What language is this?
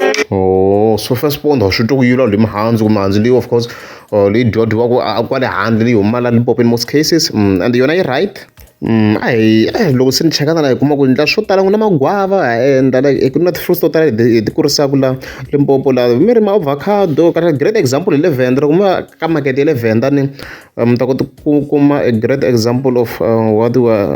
Tsonga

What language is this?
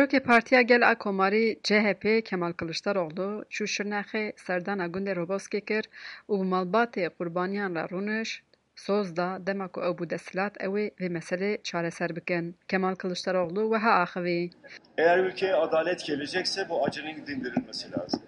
Kurdish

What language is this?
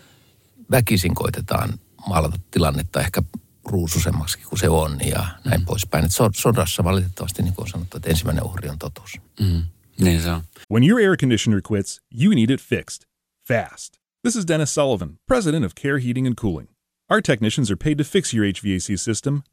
Finnish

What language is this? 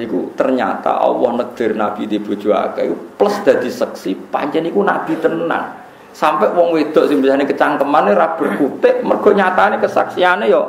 Javanese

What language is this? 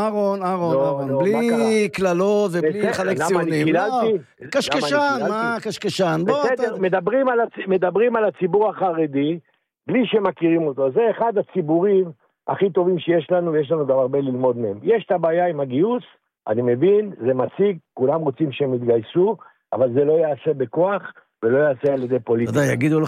Hebrew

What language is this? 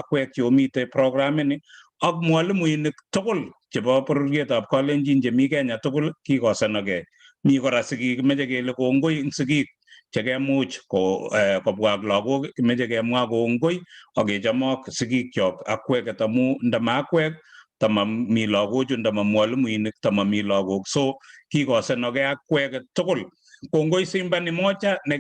Kalenjin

